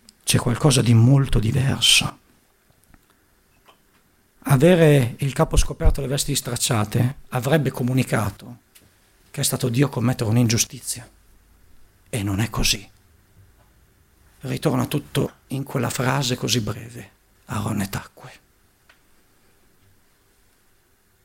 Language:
Italian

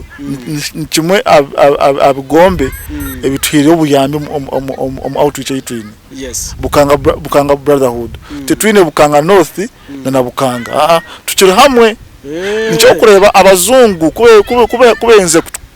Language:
Nyankole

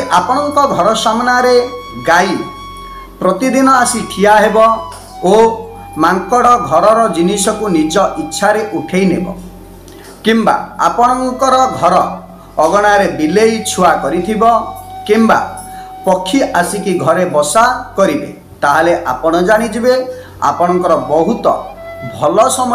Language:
Odia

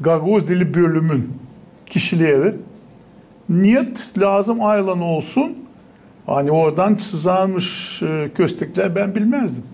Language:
Gagauz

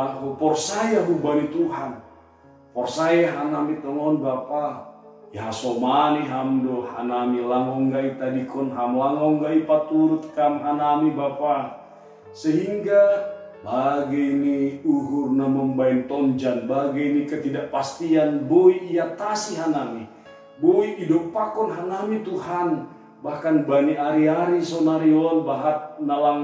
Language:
Batak Simalungun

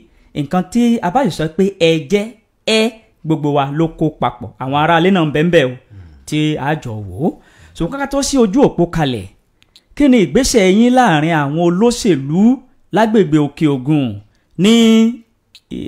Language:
Yoruba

